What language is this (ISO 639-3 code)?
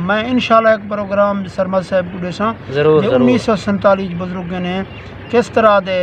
skr